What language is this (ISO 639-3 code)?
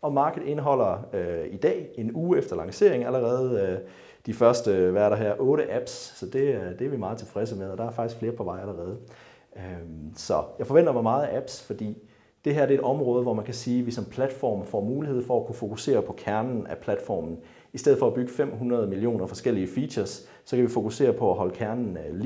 dan